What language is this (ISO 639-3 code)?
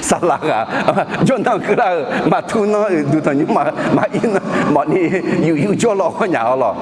ahk